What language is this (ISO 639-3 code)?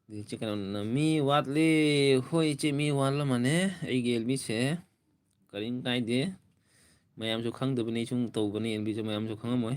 mni